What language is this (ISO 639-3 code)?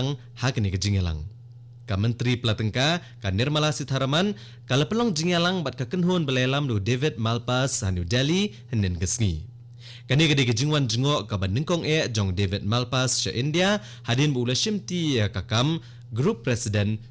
kha